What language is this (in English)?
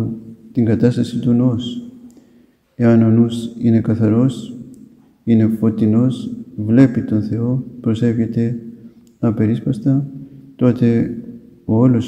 Greek